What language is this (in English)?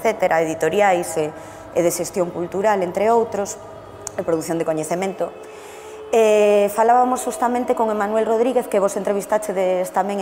Galician